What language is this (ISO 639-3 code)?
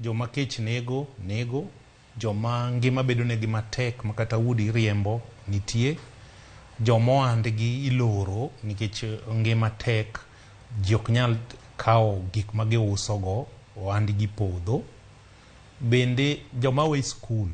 luo